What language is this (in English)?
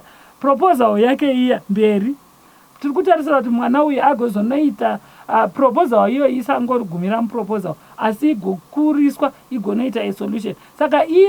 Shona